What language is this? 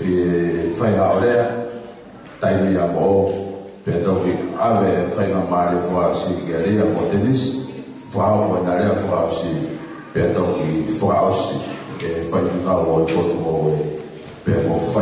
Tongan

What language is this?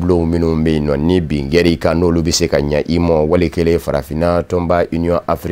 Bambara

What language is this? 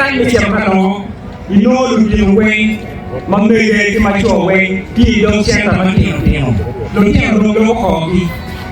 Acoli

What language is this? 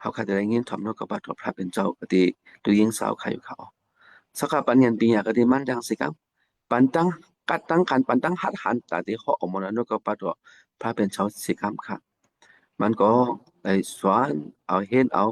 Shan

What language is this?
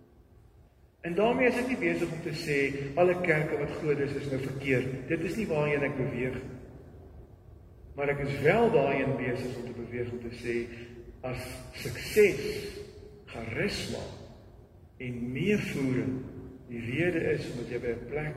Afrikaans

